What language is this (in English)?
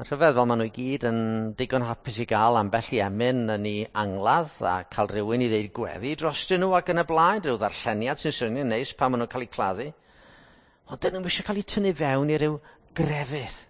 Welsh